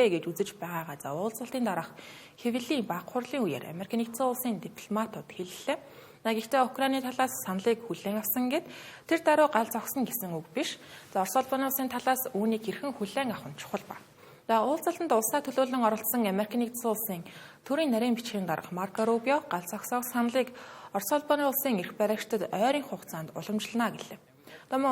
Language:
Mongolian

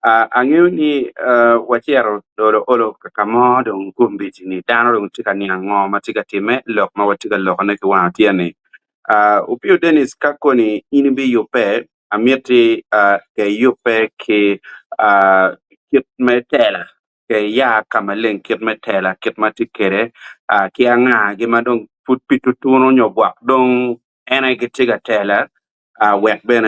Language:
Acoli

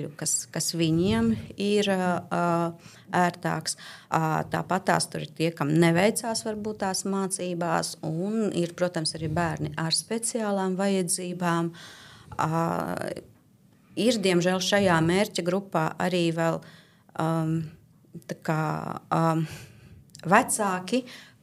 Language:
Latvian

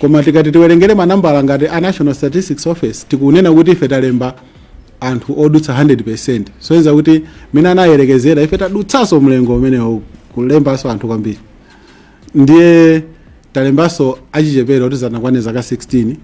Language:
Nyanja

